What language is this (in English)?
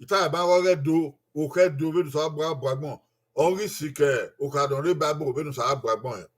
Bini